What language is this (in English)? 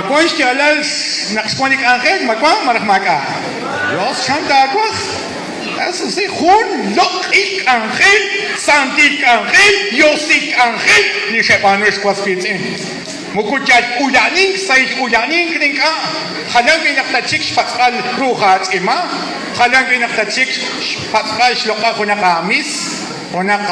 Kekchí